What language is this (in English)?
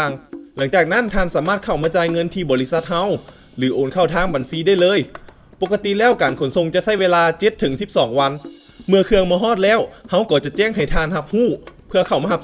Lao